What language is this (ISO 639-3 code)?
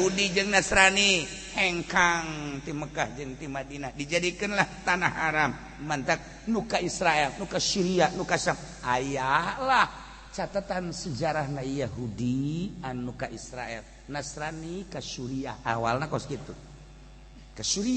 sun